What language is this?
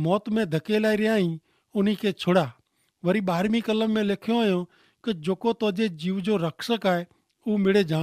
Kachhi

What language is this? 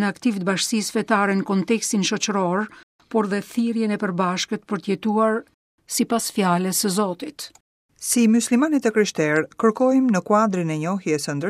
Albanian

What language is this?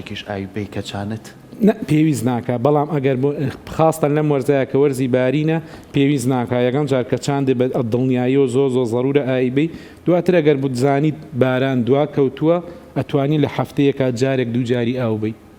Central Kurdish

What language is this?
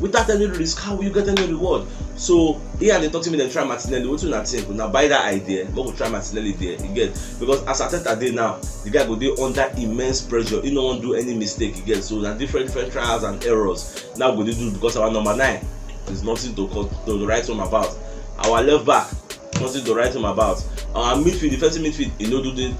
Nigerian Pidgin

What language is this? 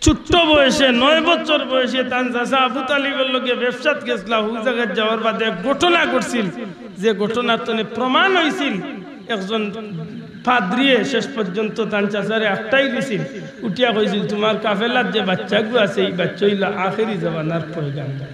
Sylheti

